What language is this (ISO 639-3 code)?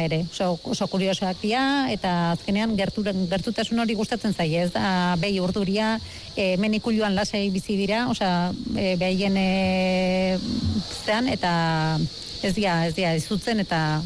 eus